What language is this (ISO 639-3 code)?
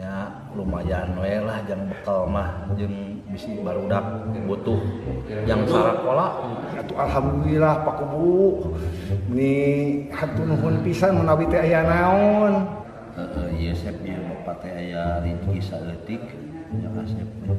sun